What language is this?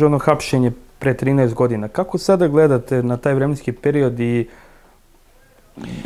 Serbian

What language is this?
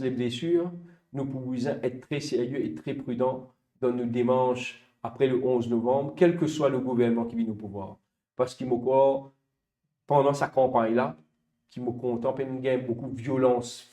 Morisyen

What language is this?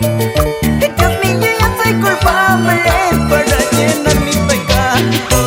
Quechua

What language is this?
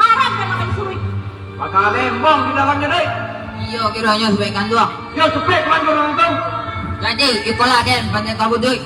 Minangkabau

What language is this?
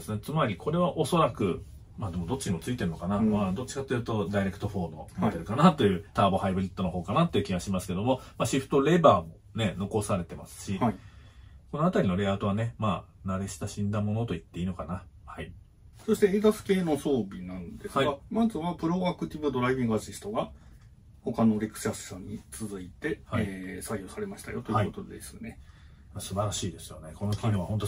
Japanese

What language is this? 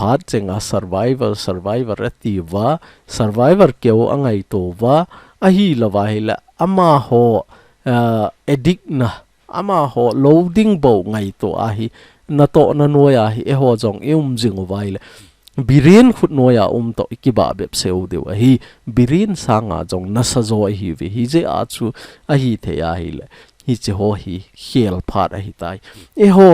Thado Chin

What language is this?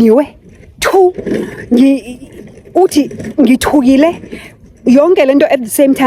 Zulu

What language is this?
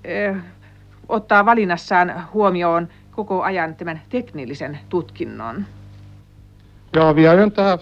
Finnish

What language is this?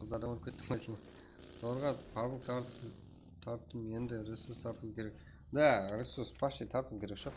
Kara-Kalpak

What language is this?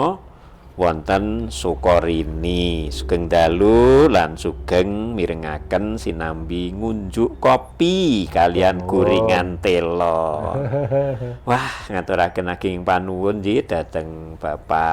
Javanese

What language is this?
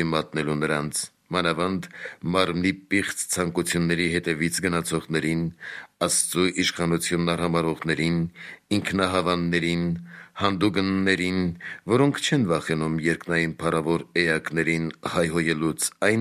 Armenian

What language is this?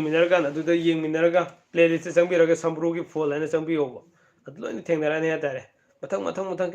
Manipuri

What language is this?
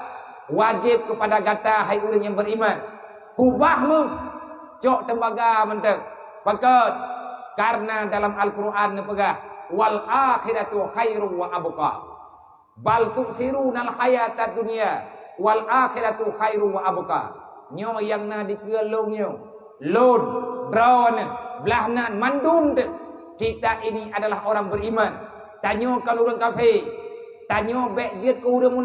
Achinese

